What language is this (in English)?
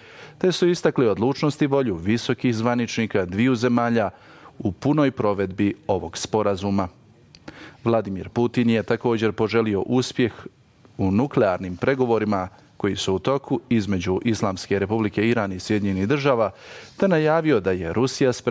Bosnian